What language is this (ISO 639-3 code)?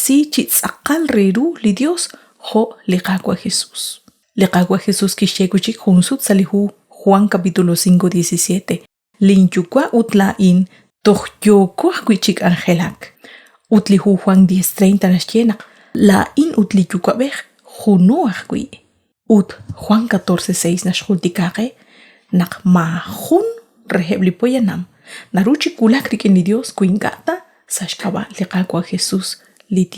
kek